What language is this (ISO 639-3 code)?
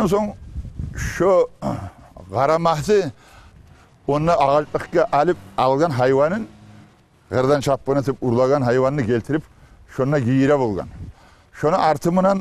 kum